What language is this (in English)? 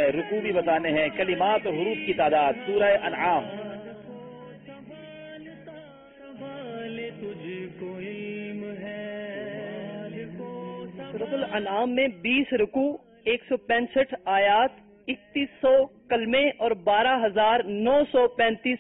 Urdu